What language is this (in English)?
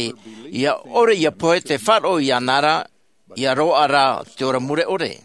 Tahitian